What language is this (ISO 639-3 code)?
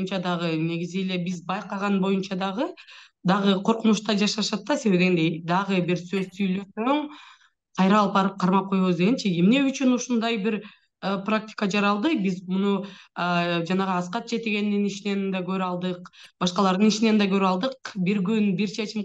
kir